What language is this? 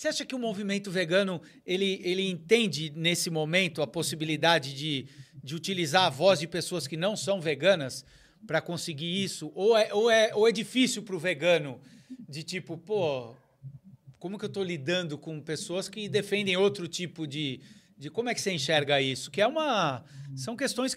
Portuguese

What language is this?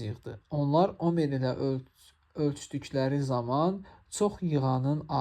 Azerbaijani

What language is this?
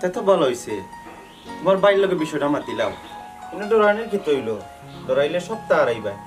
Sylheti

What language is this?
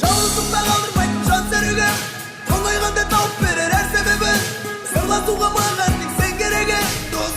Kara-Kalpak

